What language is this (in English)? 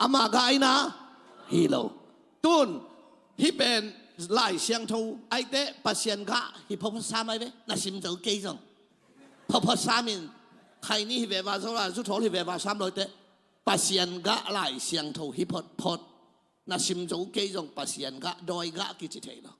Tedim Chin